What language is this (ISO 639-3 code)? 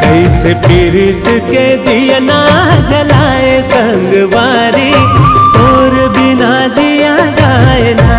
hne